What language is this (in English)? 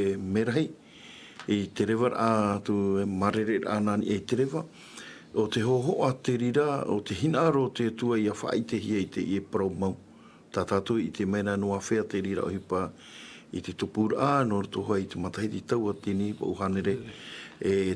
Tahitian